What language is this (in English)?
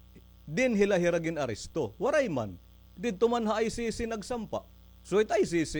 Waray